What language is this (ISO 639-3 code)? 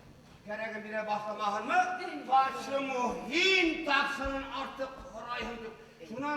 bak